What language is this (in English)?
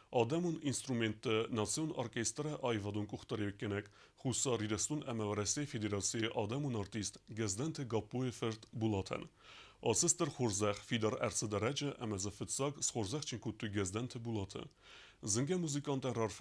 Ossetic